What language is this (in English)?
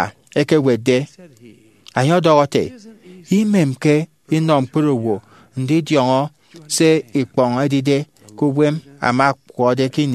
Efik